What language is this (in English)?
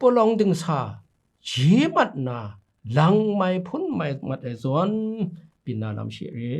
Kachin